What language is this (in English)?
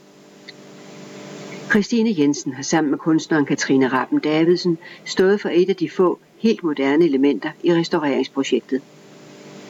Danish